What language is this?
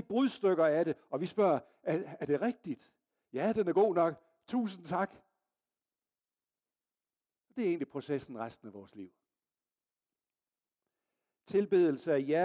Danish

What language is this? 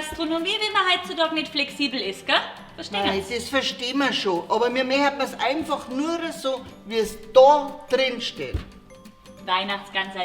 Bavarian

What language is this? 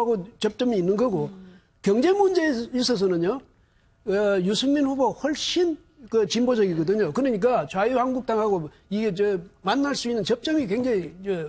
Korean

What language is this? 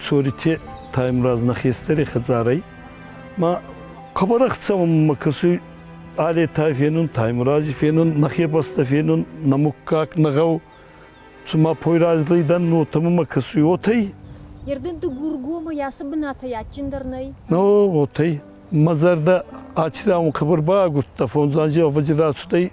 Ossetic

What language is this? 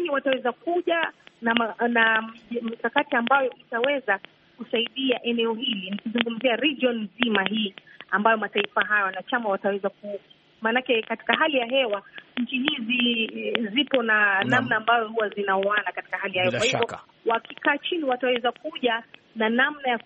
Swahili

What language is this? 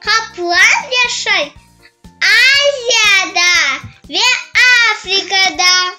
Crimean Tatar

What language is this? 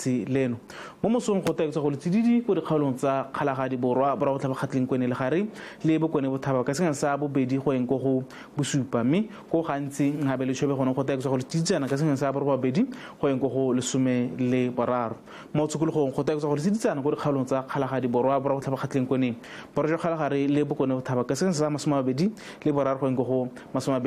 Tswana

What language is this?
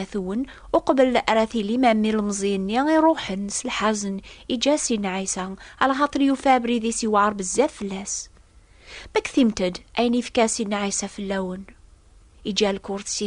Kabyle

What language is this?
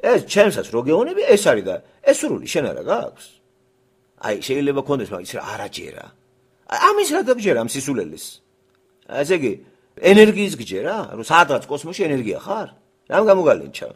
Georgian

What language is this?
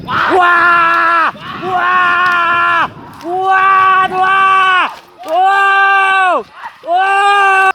Minangkabau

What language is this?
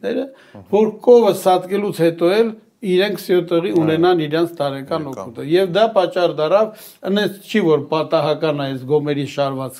Armenian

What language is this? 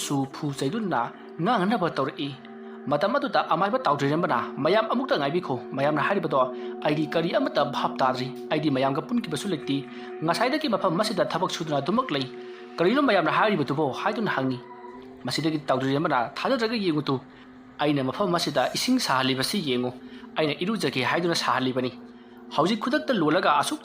Manipuri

